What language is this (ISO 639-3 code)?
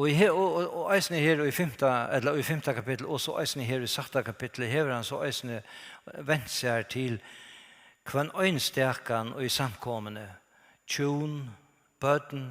fao